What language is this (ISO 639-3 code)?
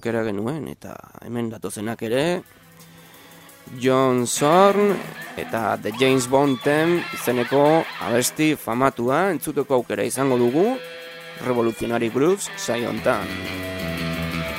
eus